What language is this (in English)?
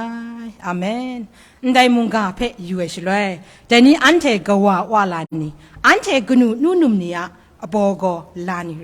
Kachin